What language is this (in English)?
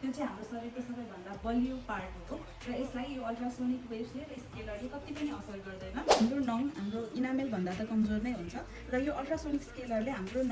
Nepali